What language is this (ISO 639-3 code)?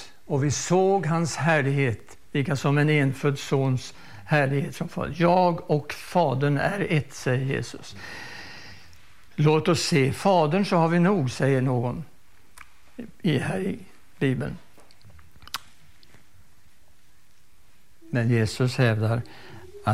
swe